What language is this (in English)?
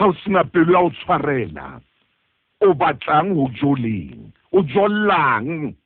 Southern Sotho